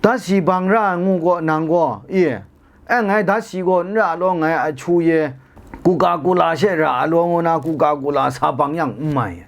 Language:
Kachin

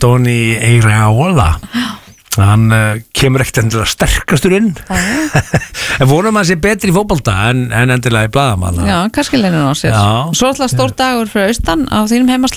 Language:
Icelandic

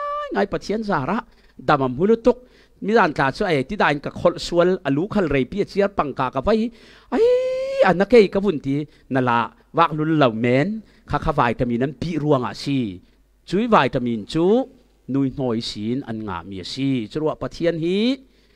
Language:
Falam Chin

